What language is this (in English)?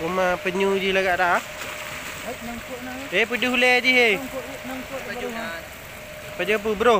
Achinese